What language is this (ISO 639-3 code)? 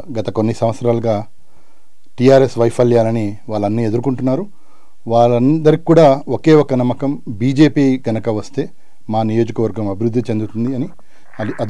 tel